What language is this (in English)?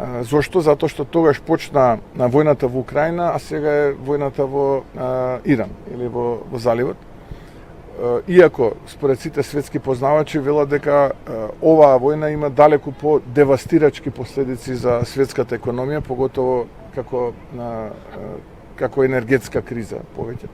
Macedonian